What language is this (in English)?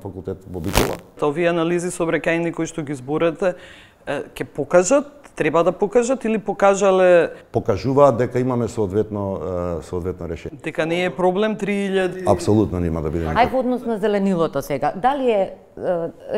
Macedonian